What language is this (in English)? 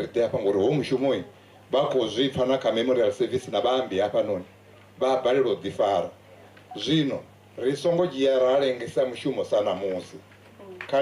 Venda